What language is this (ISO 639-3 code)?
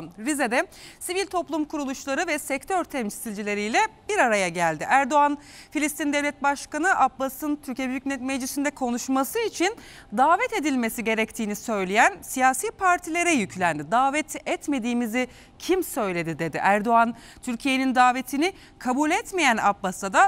tur